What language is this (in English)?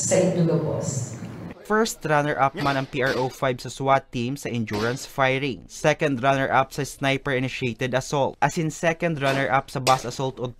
Bikol